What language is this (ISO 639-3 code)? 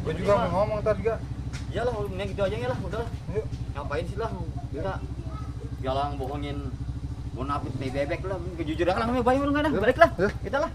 bew